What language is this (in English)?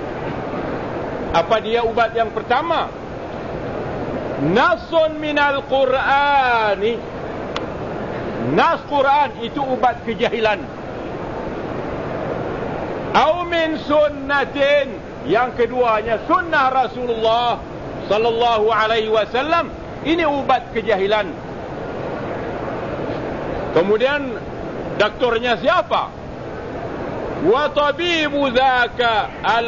Malay